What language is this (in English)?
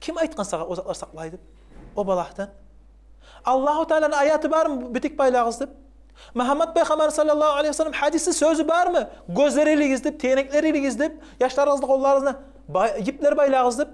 Kumyk